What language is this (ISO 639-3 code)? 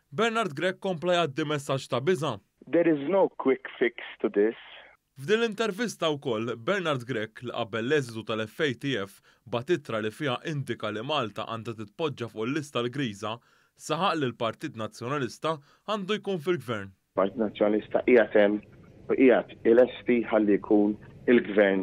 mlt